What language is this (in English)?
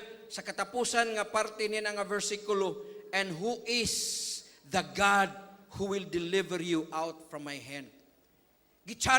Cebuano